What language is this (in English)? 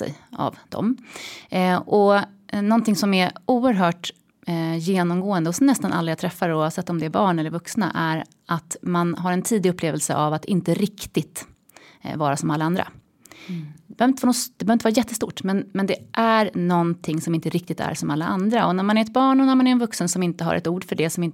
Swedish